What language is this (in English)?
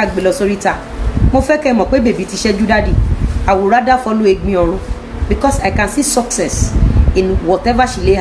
Yoruba